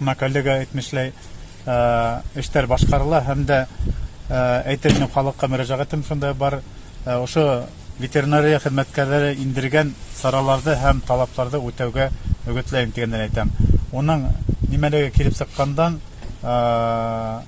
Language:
Bashkir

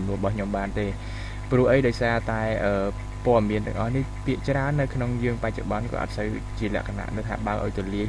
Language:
Khmer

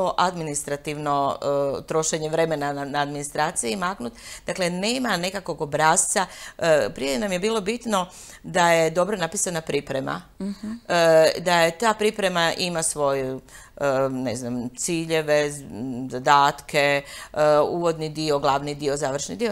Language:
Croatian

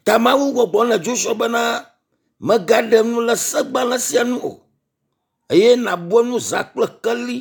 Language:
Ewe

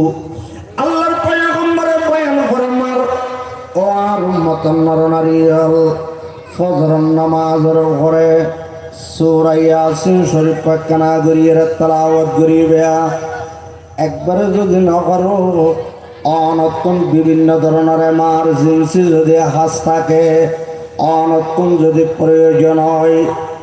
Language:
Rohingya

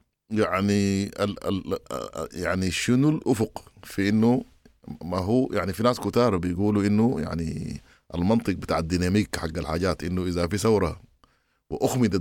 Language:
Sudanese Arabic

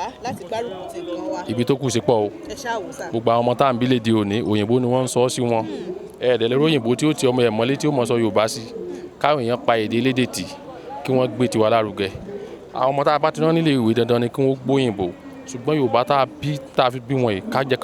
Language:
Yoruba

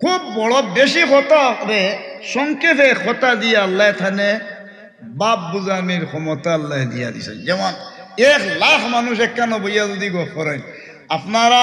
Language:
Sylheti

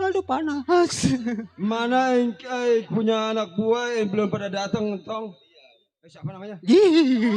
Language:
Betawi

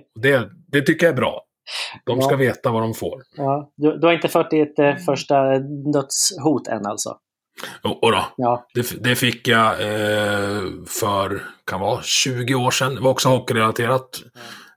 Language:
Swedish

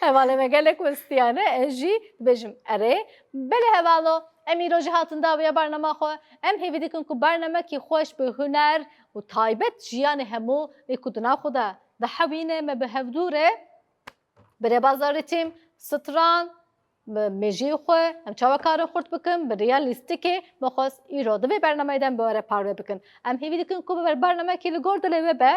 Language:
Kurdish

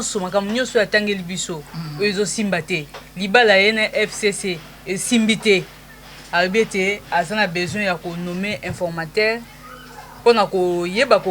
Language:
Lingala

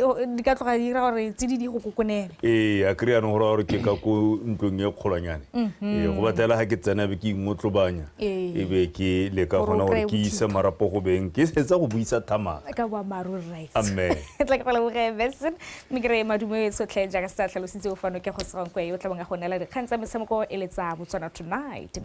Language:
Tswana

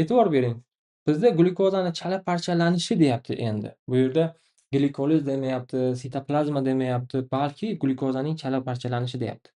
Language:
Uzbek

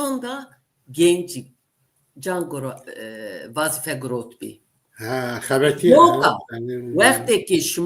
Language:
Zaza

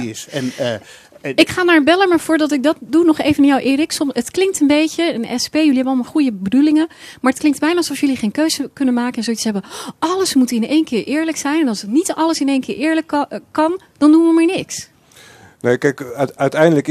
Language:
Dutch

